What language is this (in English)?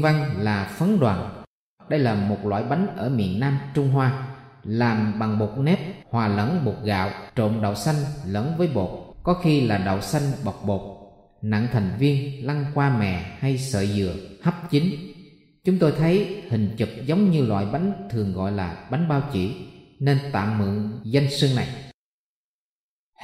Vietnamese